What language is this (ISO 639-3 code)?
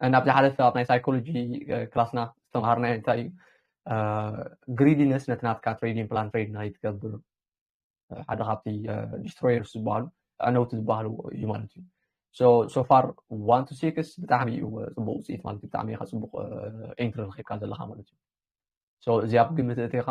tir